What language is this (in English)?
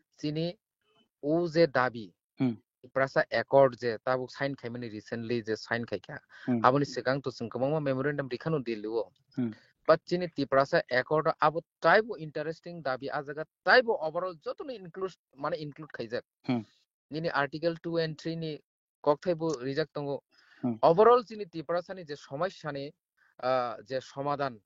Kok Borok